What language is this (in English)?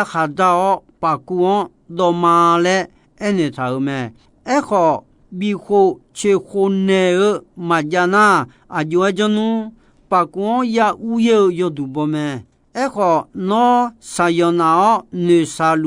Akha